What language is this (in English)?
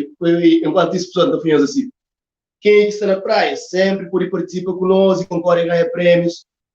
Kabuverdianu